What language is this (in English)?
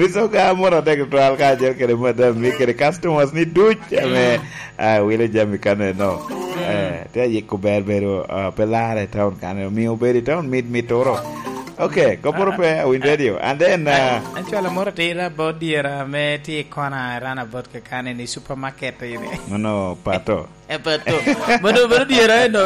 Lango (Uganda)